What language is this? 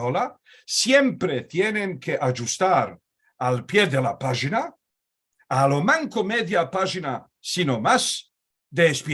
Ladino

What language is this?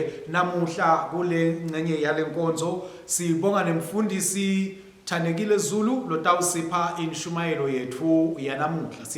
Swati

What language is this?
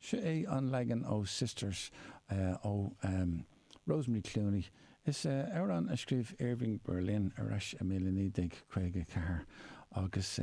Irish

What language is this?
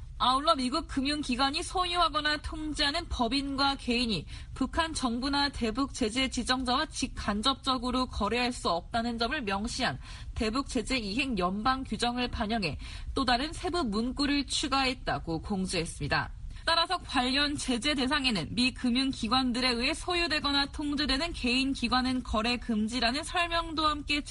Korean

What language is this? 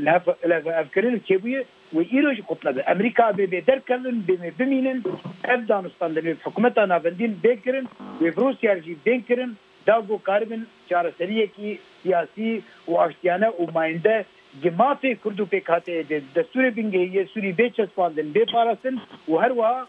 Kurdish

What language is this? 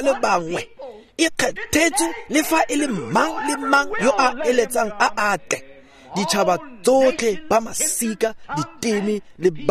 Tswana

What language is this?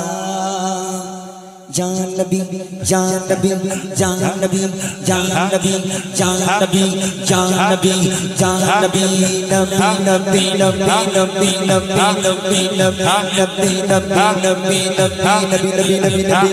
Bangla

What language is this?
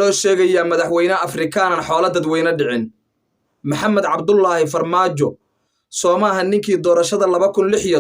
Somali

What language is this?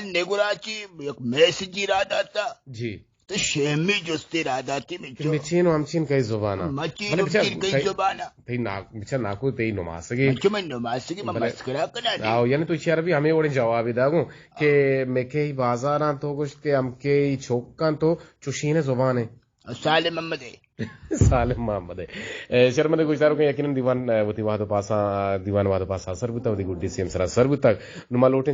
Eastern Balochi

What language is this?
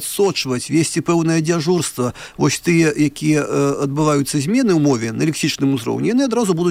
Belarusian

